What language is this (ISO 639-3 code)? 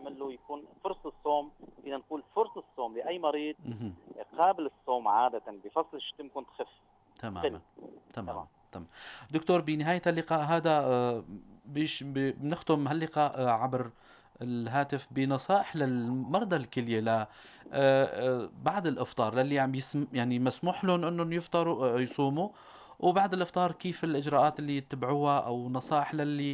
apc